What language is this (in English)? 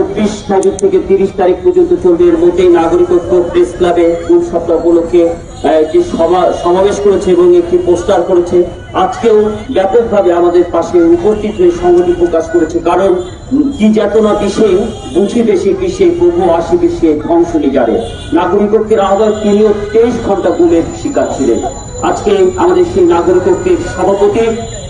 Bangla